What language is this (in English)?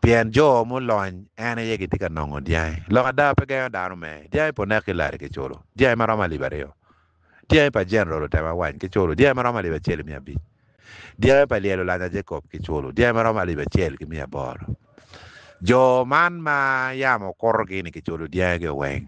Acoli